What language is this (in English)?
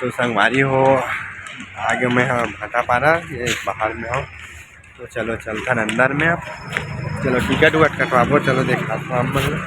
Chhattisgarhi